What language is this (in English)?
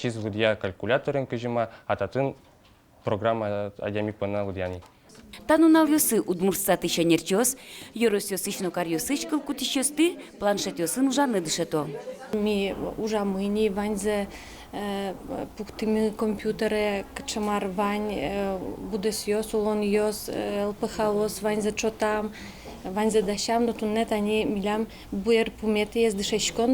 Udmurt